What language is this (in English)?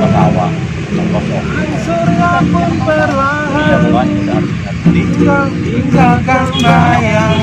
Betawi